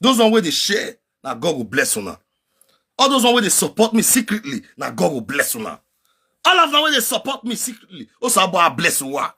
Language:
Nigerian Pidgin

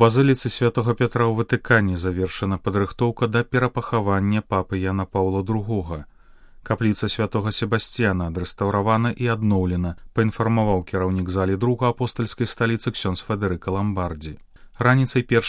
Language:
Belarusian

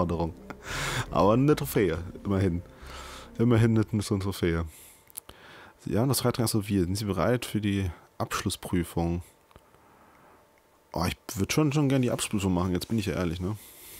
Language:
German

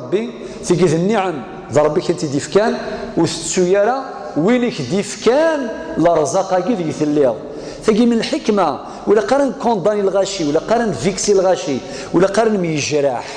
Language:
Kabyle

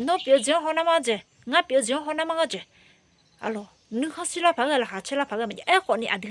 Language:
Akha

